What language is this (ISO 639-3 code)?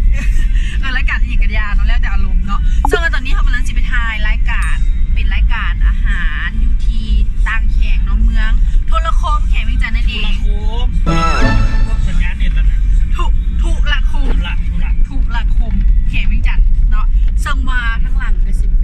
lao